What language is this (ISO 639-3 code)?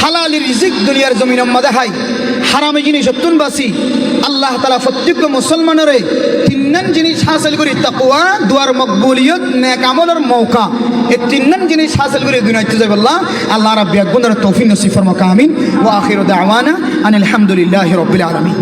rhg